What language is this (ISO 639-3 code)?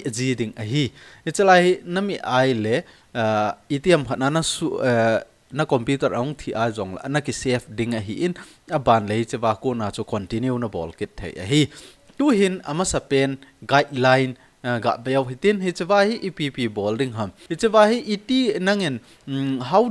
tcz